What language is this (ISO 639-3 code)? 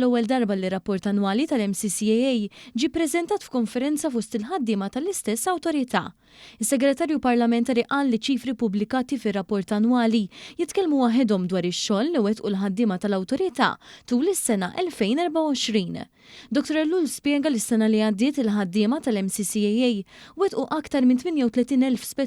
mlt